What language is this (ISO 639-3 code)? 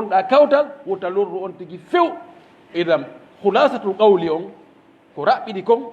fuf